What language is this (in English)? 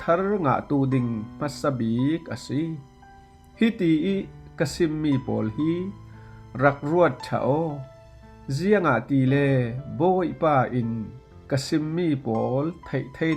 Falam Chin